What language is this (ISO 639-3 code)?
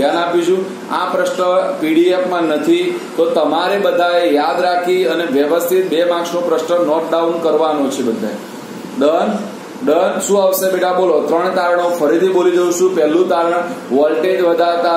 guj